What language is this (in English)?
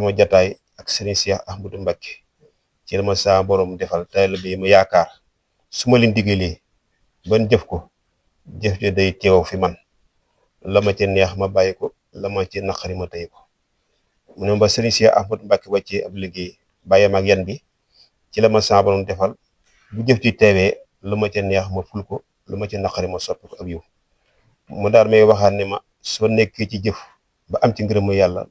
Wolof